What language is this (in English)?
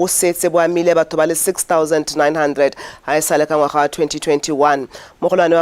Tswana